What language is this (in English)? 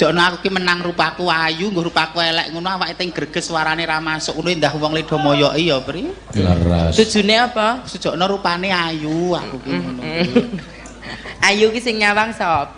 Javanese